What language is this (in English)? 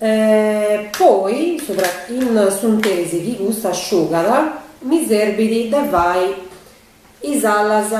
Sardinian